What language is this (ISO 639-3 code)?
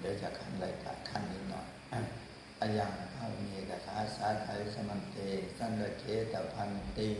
pli